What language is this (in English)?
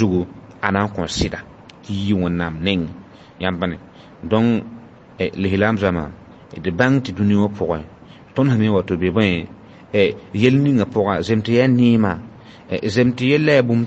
Mossi